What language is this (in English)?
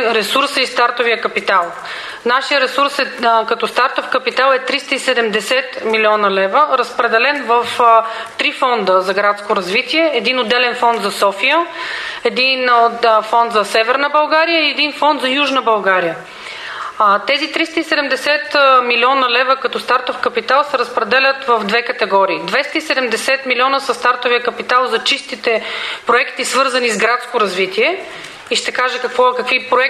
Bulgarian